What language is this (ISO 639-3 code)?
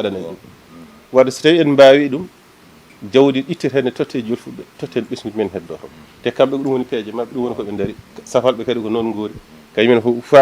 ful